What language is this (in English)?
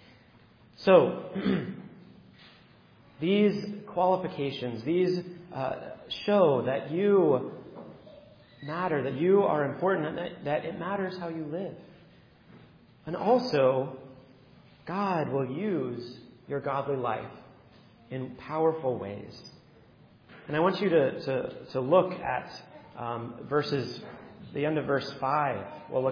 English